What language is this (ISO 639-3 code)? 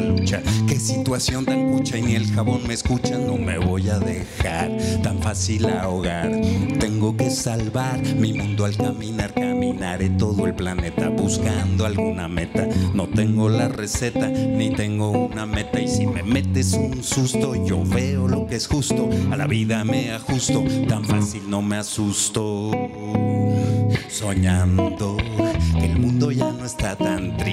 spa